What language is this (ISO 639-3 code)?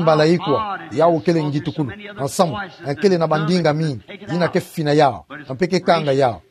ktu